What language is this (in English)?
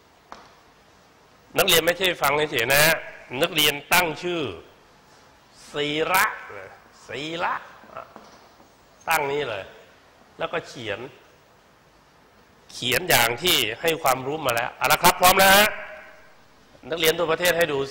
Thai